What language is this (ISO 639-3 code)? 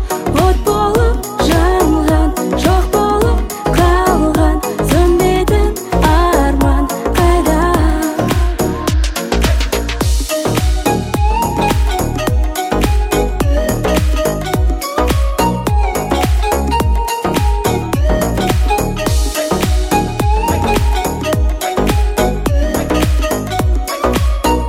kaz